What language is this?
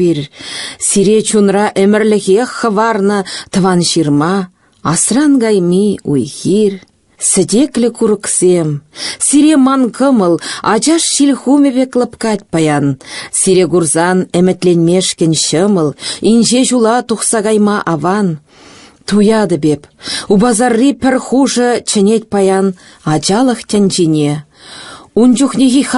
Chuvash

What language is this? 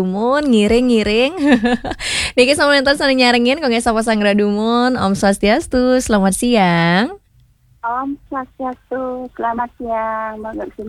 Balinese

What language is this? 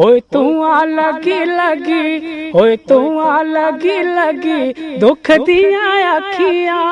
Dogri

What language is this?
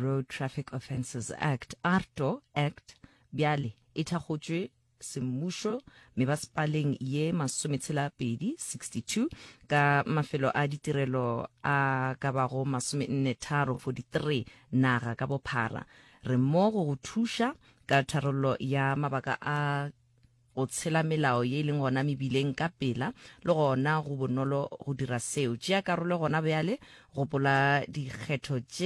Northern Sotho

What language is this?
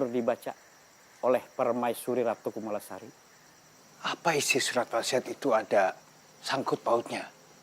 Banjar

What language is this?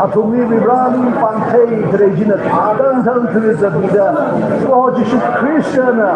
Tangkhul Naga (India)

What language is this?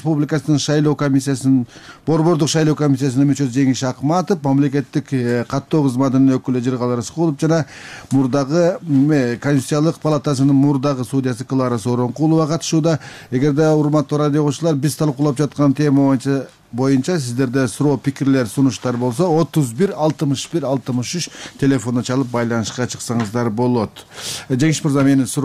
Kyrgyz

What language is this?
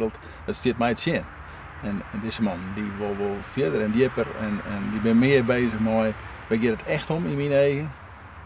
Western Frisian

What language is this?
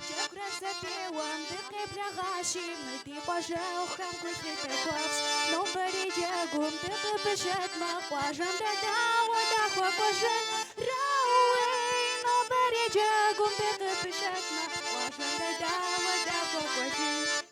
Kabardian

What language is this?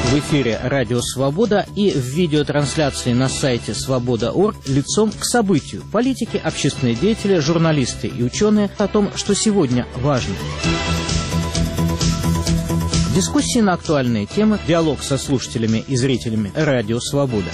Russian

